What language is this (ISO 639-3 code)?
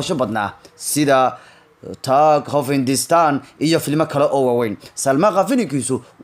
som